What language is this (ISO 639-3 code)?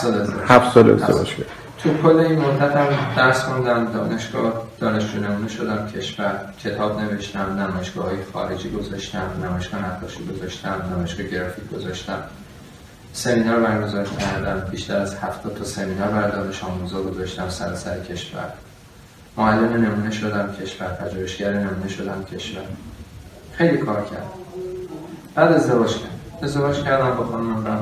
fas